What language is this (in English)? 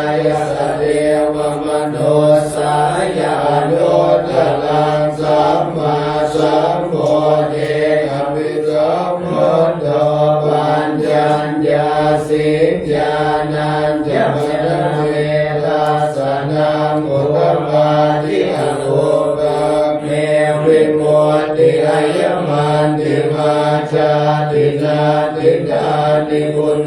Pali